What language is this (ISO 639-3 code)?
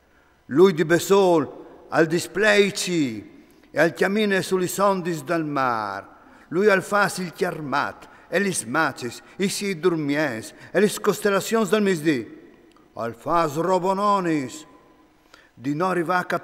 fur